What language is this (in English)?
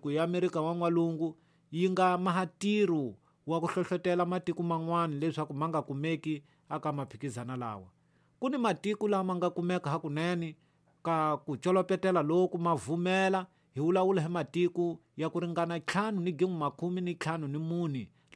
Tsonga